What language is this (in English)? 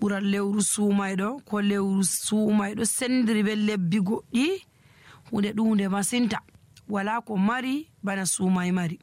Nigerian Fulfulde